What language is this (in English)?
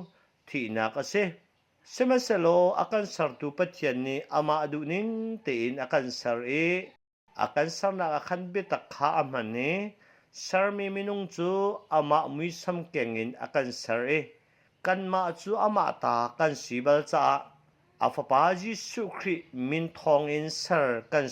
Hakha Chin